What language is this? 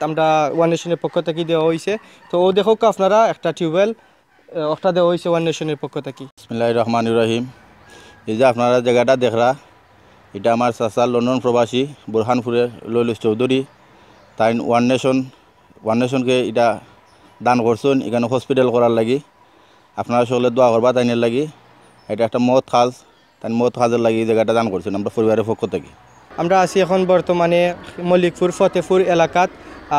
Sylheti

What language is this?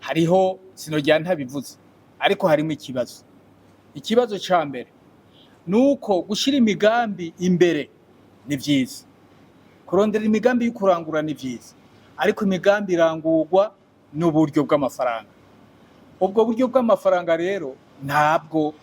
Rundi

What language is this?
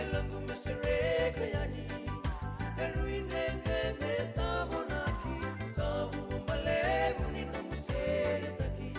Fijian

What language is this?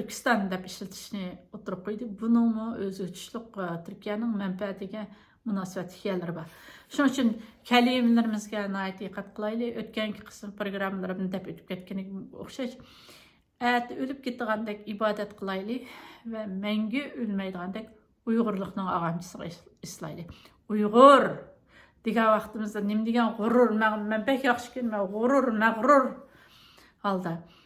Uyghur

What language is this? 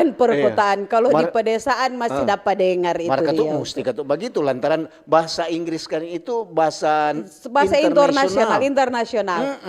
Manado Malay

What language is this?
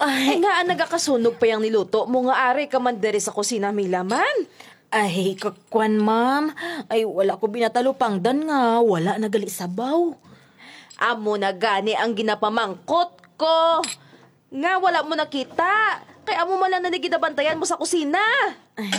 Hiligaynon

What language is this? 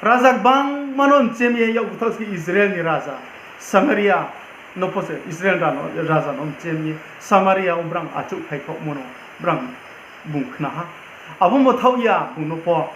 Riang (India)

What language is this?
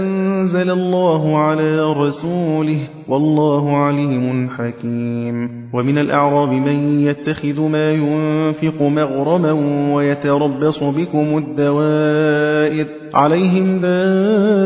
Arabic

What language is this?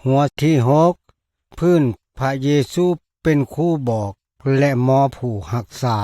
Lao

